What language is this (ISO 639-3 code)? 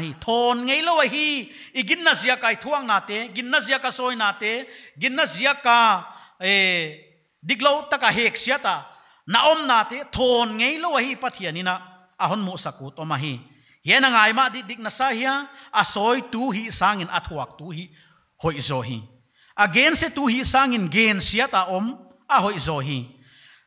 pck